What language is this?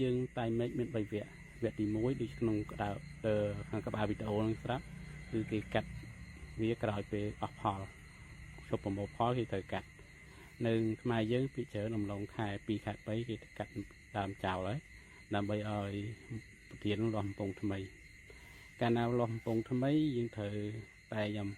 Khmer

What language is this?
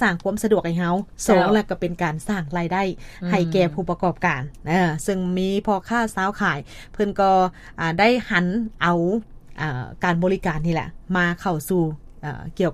Lao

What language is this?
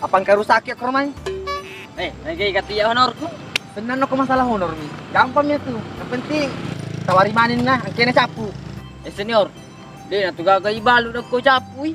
Buginese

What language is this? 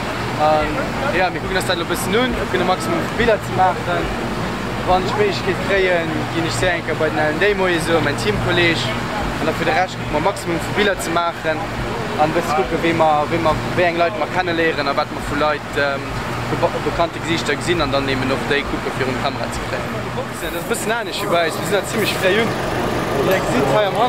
Luxembourgish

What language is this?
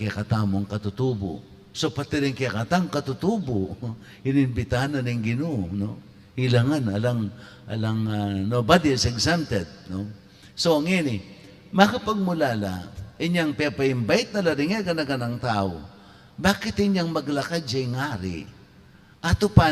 Pampanga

